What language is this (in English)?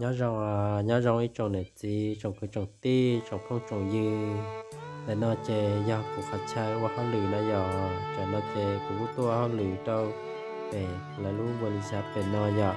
Hmong